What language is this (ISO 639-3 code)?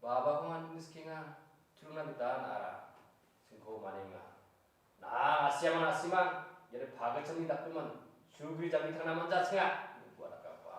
grt